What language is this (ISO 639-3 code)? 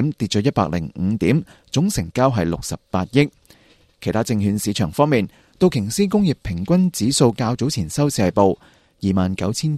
yue